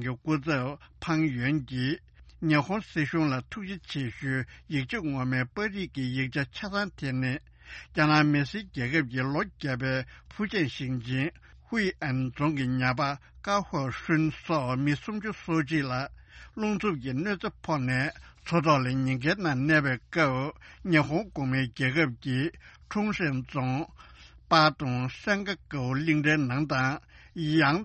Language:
Tibetan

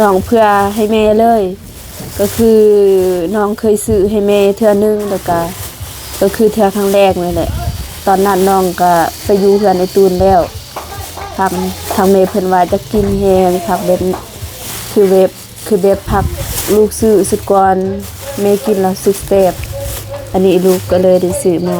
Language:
Lao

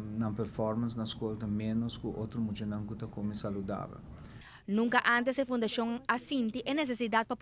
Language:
Papiamento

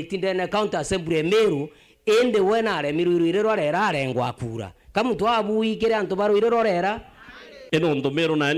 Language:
Meru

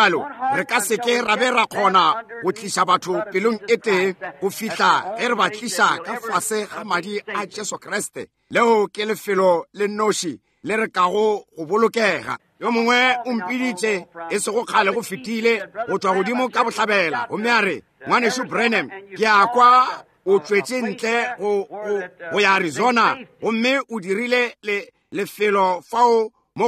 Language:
Northern Sotho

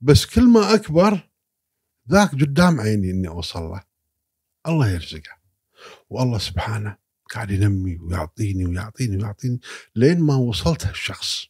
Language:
Gulf Arabic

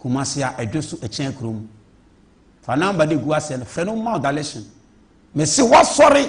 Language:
Akan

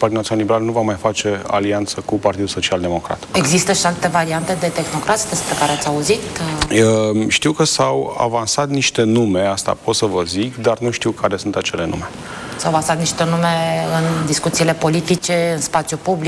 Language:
Romanian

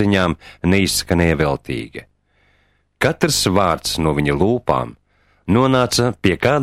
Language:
Latvian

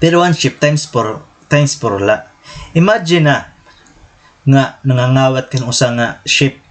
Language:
Waray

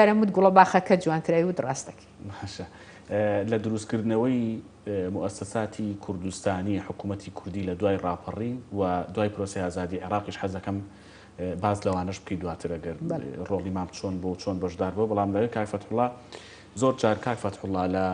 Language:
Central Kurdish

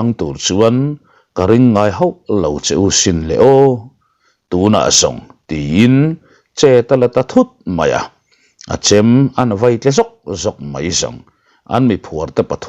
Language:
Mizo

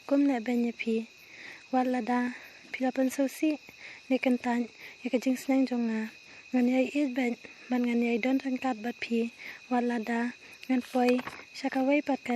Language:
Khasi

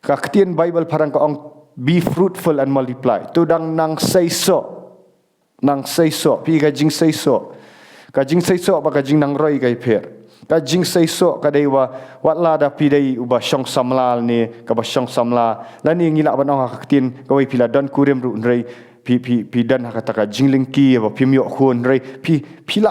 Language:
Khasi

